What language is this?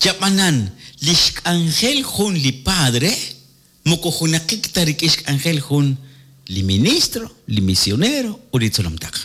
Kekchí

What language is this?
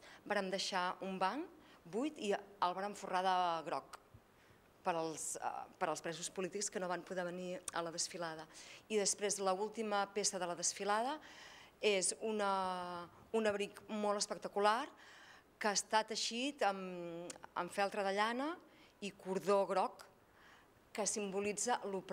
Catalan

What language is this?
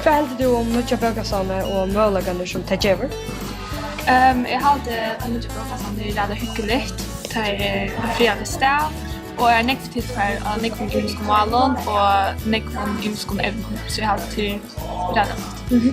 Faroese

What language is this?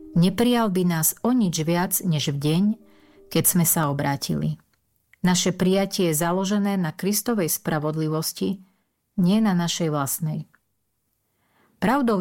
Slovak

